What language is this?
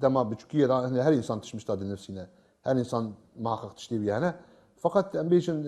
Kurdish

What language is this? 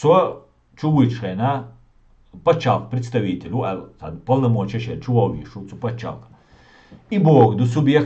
Chechen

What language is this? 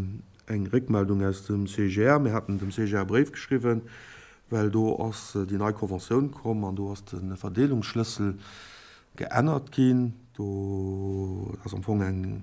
Luxembourgish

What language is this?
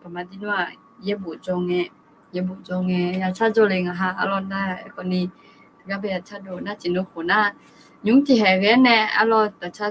Akha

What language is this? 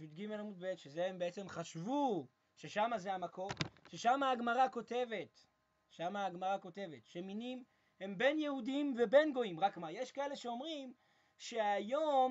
Hebrew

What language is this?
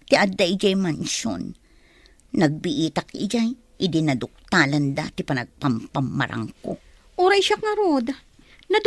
Iloko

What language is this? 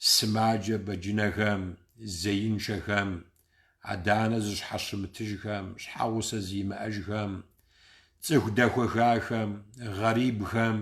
Kabardian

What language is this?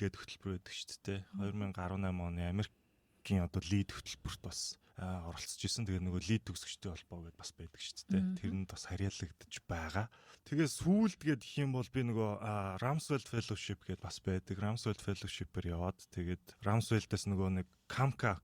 Mongolian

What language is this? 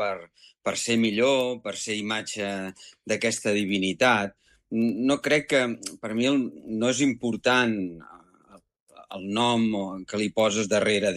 Catalan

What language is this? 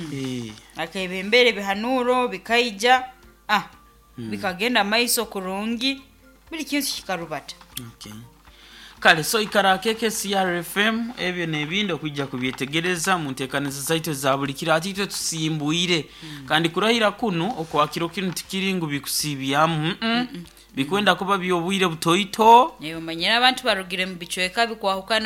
Nyoro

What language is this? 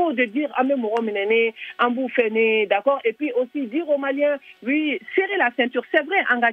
Bambara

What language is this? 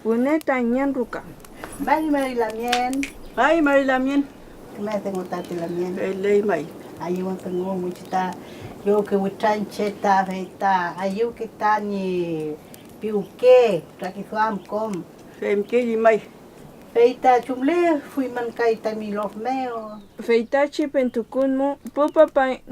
Mapuche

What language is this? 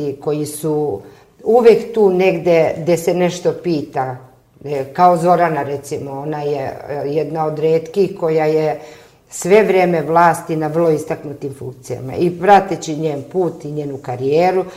Serbian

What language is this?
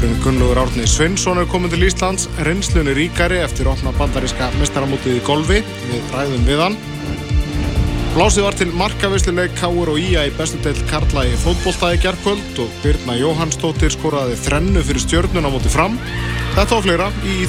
Icelandic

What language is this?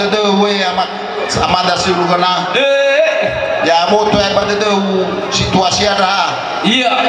Nias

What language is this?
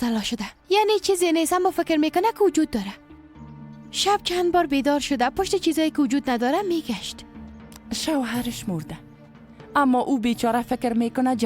Persian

